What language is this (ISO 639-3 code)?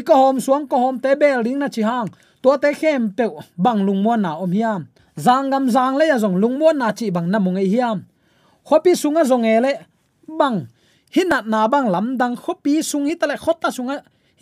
ctd